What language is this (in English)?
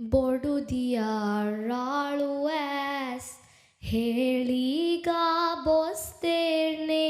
Divehi